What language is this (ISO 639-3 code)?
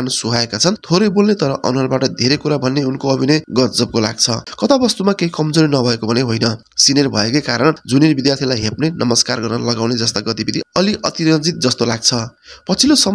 nep